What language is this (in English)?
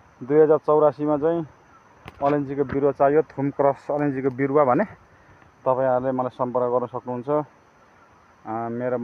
Nepali